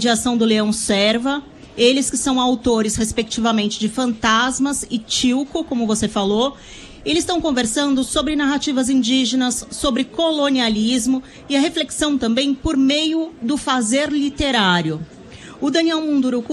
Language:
Portuguese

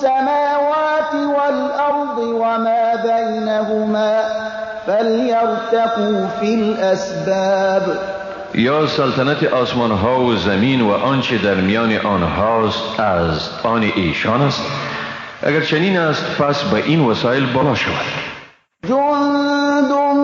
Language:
Persian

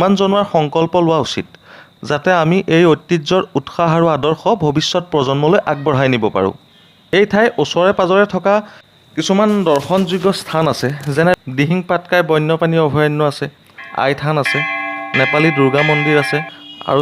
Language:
Assamese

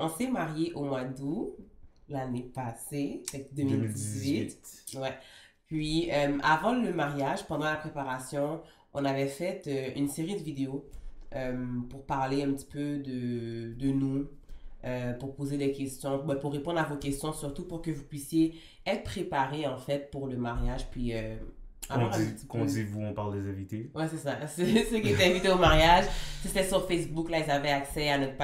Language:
French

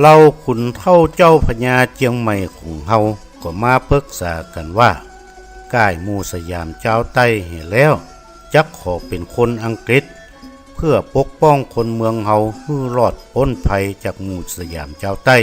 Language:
Northern Thai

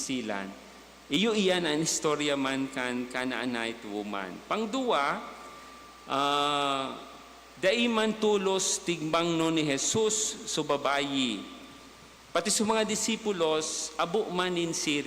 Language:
Bikol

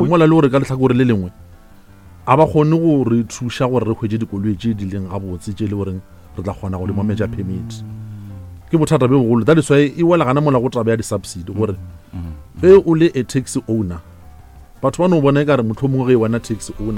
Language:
Northern Sotho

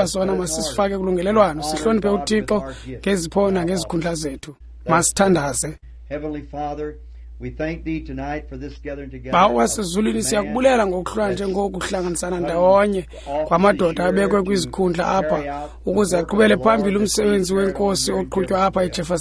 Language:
Xhosa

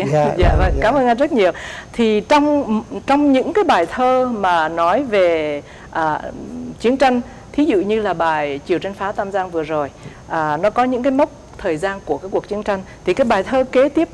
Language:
Vietnamese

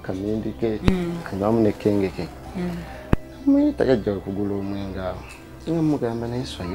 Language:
Ganda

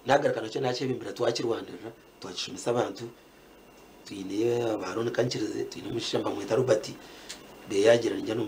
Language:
Nyankole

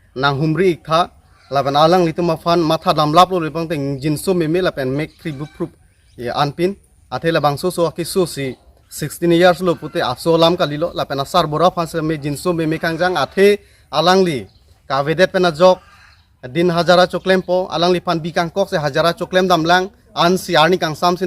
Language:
Karbi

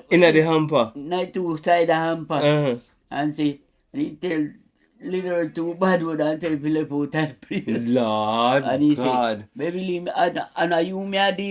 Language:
Jamaican Creole English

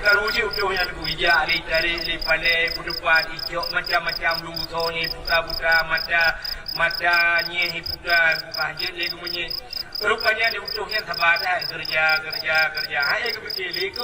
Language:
Achinese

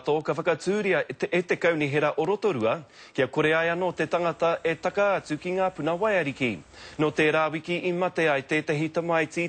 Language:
Māori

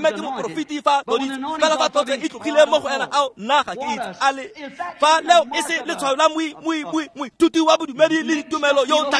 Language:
Tswana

